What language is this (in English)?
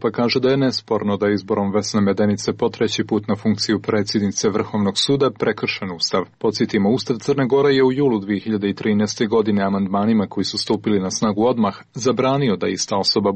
Serbian